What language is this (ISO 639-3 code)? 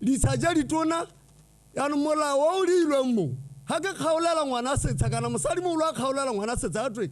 tsn